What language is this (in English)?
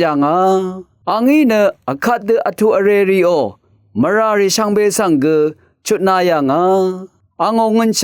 Rawang